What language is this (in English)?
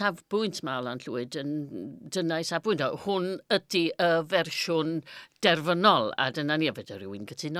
Welsh